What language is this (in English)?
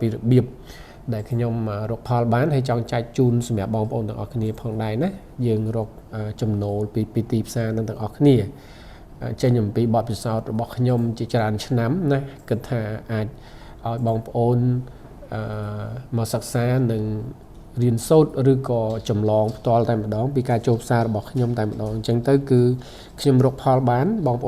Khmer